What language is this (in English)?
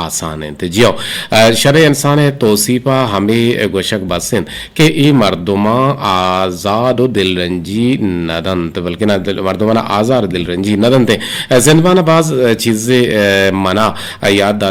Eastern Balochi